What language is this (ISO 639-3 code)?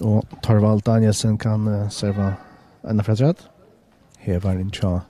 fao